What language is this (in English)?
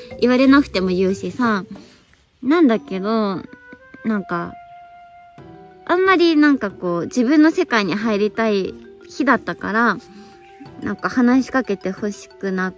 Japanese